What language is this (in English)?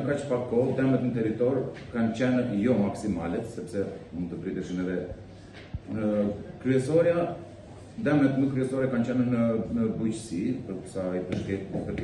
Albanian